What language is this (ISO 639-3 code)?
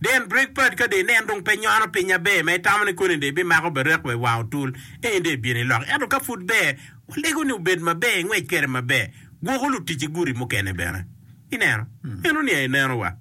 ach